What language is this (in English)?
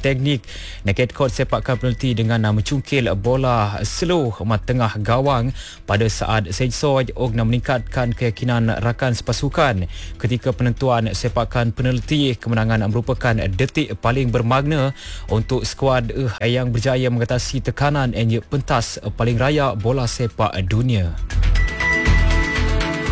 Malay